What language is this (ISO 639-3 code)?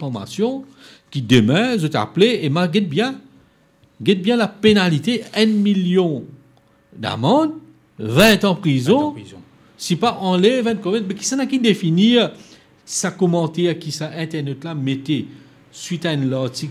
mfe